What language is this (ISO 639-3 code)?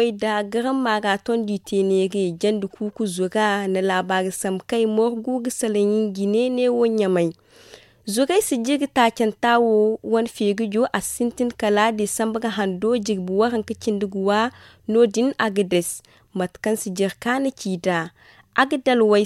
dje